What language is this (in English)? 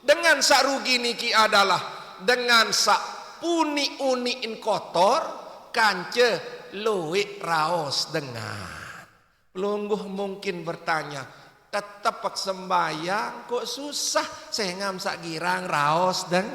Sasak